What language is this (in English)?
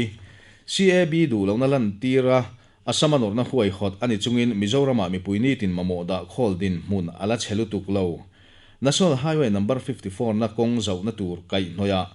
Mizo